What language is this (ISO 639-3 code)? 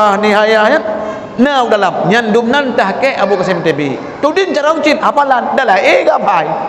ace